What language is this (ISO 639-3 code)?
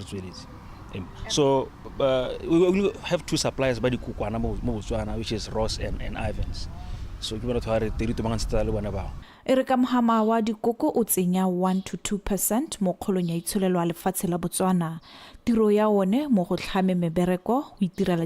tsn